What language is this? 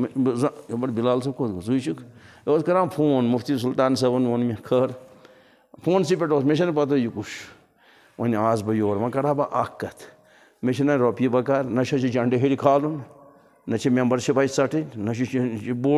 Kashmiri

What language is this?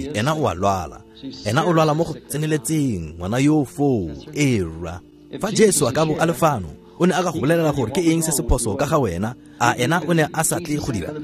Tswana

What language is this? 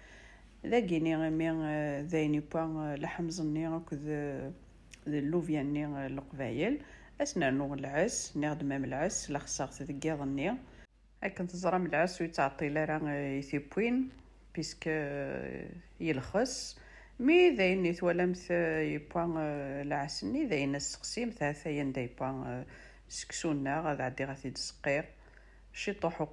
Kabyle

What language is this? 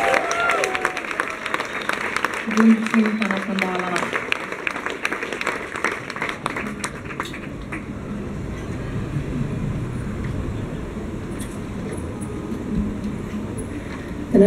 Swedish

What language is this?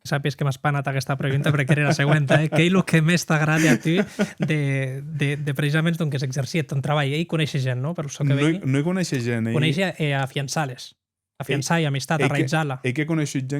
Occitan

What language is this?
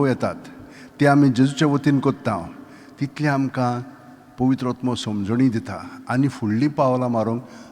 Konkani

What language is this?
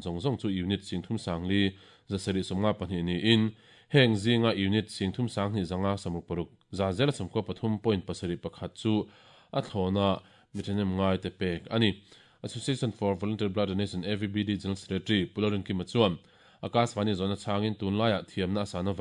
Mizo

